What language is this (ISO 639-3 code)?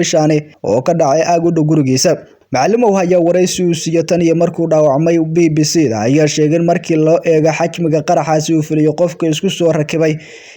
som